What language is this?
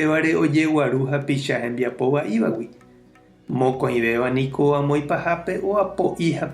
Guarani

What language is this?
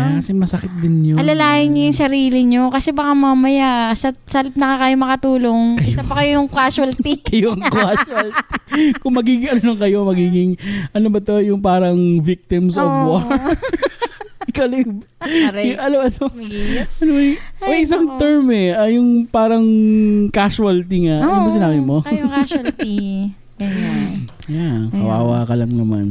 Filipino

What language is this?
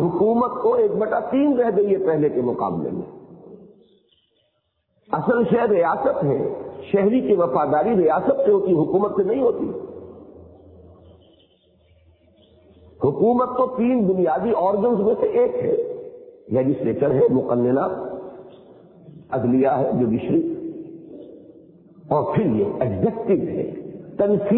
Urdu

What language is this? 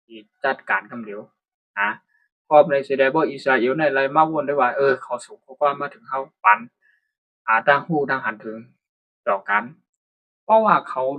Shan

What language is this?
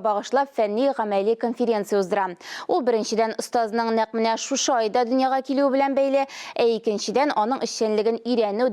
Tatar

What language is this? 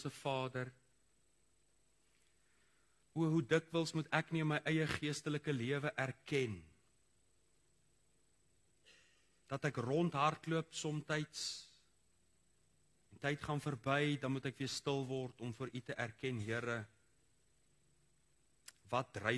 Afrikaans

